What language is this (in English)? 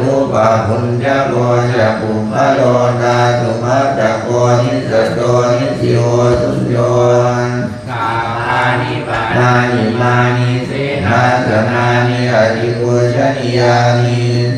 Pali